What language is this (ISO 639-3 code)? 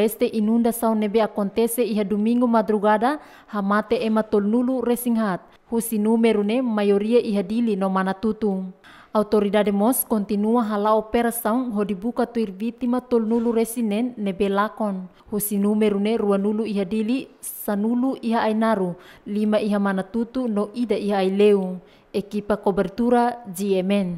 tet